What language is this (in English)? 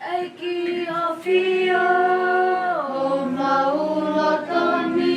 Tongan